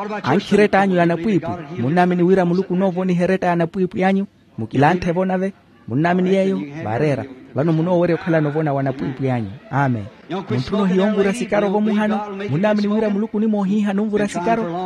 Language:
Makhuwa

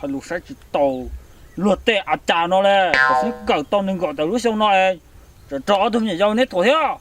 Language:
Hmong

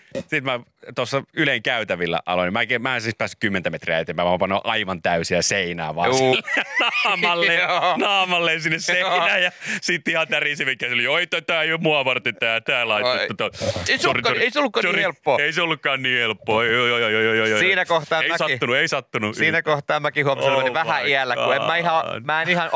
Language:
Finnish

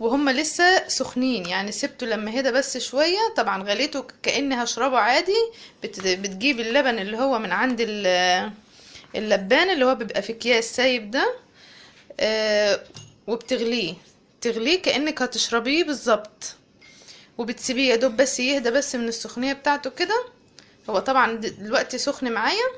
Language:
Egyptian Arabic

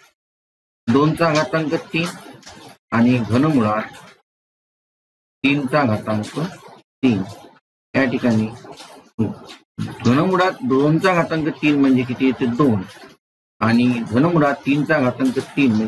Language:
Marathi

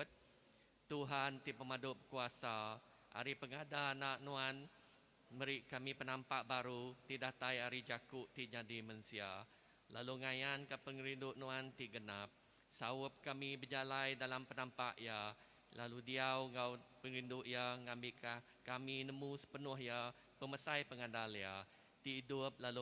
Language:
Iban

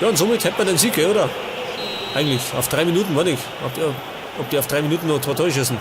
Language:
Bavarian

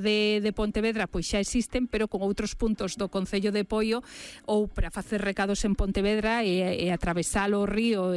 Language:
Galician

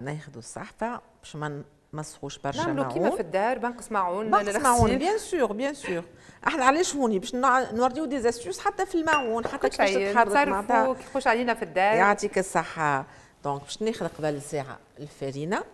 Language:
Tunisian Arabic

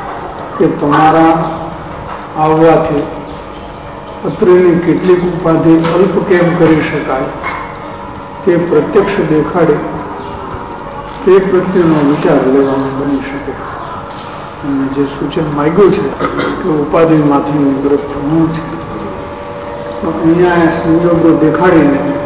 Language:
Gujarati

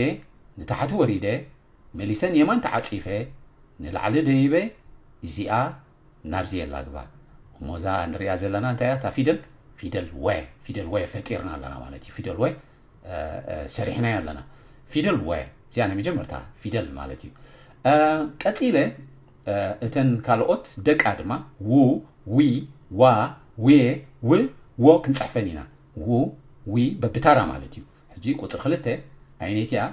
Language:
Tigrinya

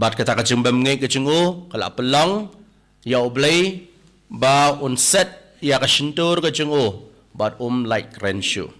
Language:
Khasi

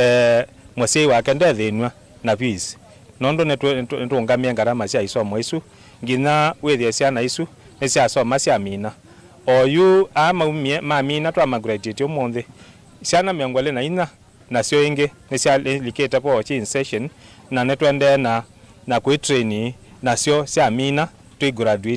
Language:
Kamba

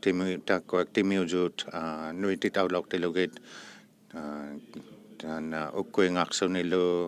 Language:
Inuktitut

